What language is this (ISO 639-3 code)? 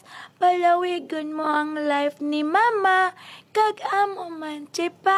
hil